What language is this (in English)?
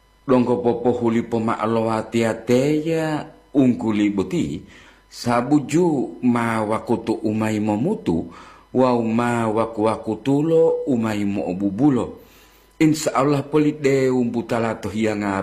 Gorontalo